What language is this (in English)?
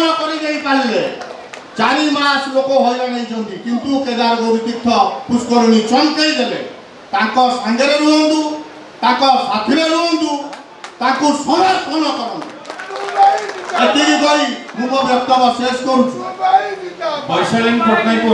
Odia